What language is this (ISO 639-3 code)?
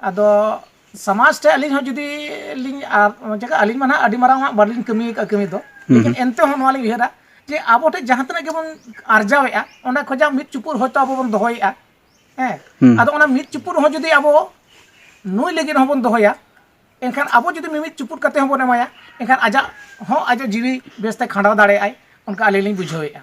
sat